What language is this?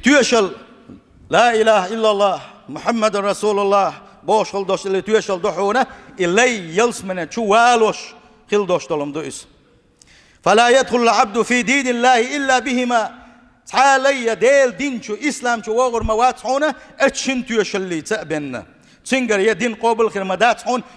Chechen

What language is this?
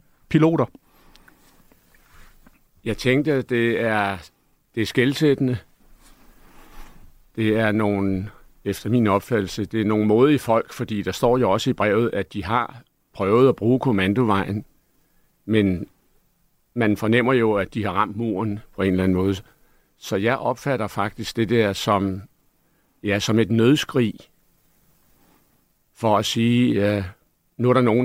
Danish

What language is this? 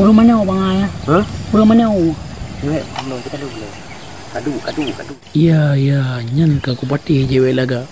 Achinese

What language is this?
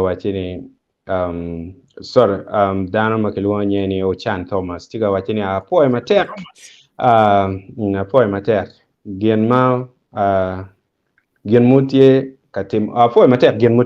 Acoli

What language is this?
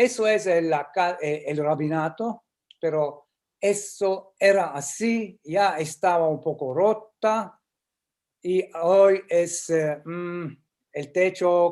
Ladino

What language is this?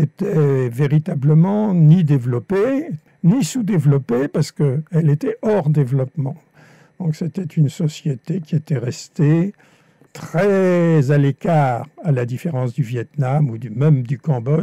French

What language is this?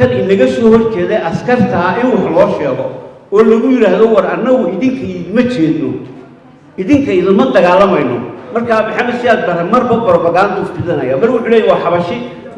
Somali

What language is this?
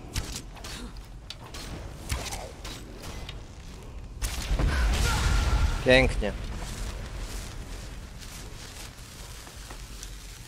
Polish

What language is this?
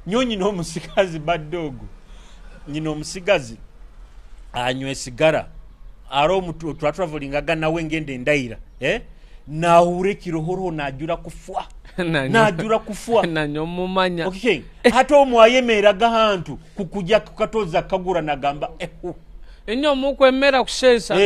Nyoro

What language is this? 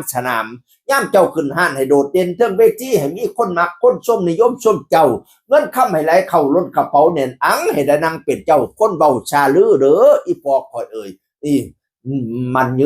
Northeastern Thai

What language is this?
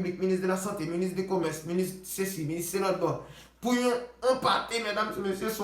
Haitian Creole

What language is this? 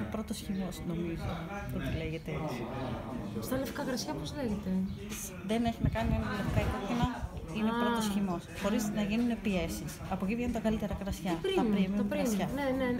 Greek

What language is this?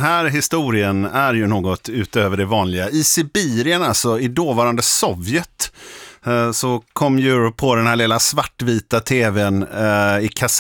Swedish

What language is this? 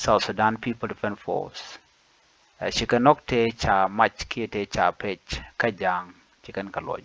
Nuer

